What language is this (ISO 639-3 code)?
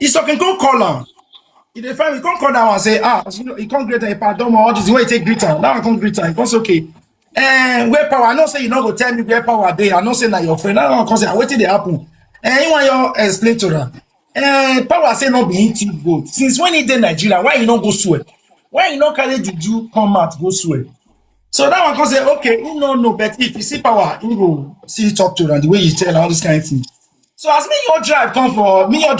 pcm